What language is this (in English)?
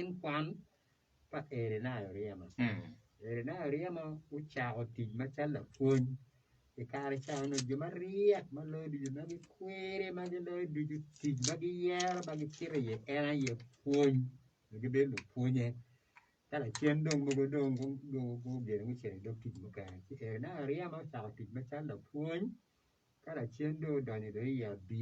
Acoli